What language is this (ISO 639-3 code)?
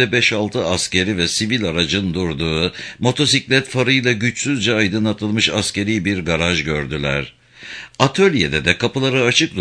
tur